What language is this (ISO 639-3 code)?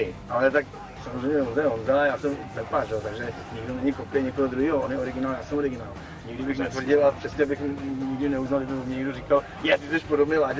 ces